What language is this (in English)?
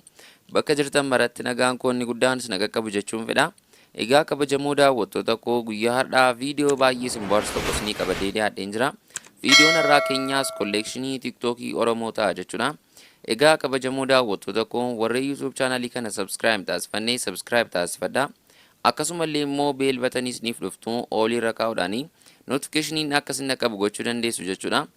Oromo